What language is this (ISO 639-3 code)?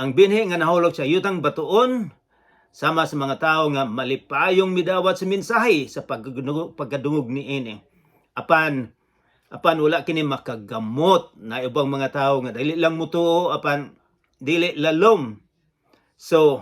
ceb